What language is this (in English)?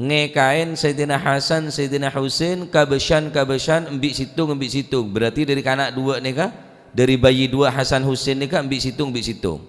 Madurese